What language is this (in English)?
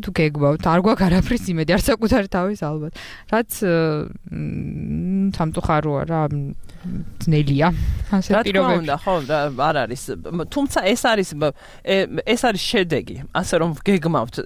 Georgian